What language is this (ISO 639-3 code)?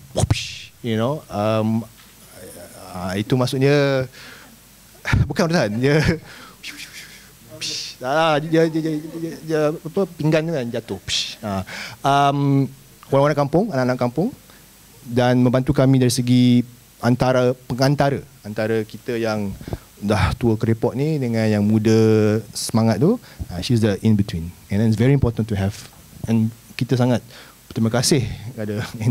msa